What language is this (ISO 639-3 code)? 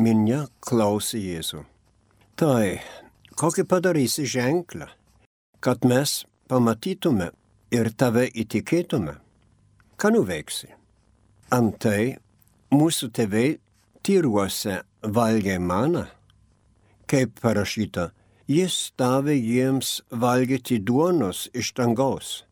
lit